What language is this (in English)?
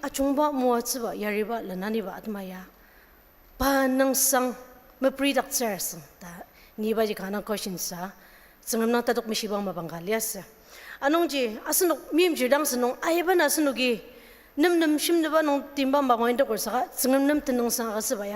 Ao Naga